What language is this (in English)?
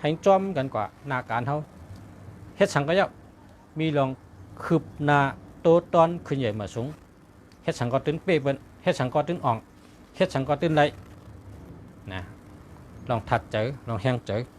Shan